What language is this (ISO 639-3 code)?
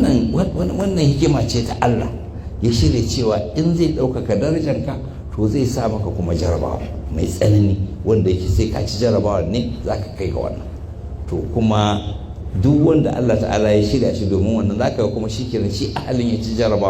hau